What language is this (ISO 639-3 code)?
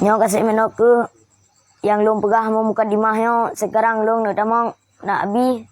ace